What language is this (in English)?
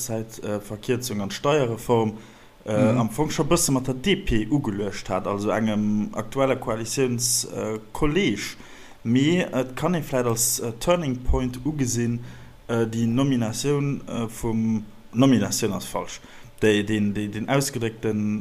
Luxembourgish